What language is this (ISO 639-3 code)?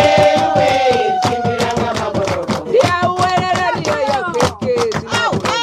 ven